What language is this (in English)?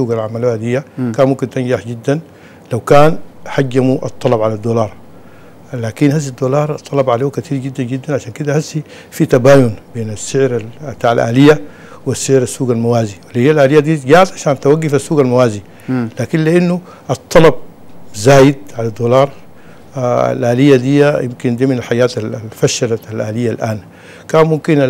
Sudanese Arabic